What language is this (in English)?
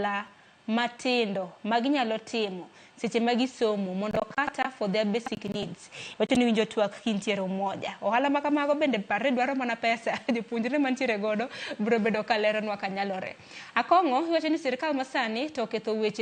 Luo (Kenya and Tanzania)